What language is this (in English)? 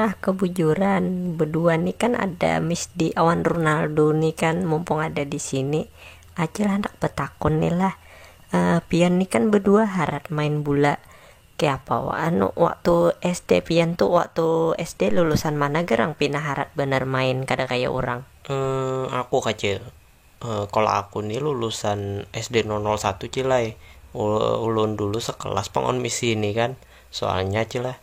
Banjar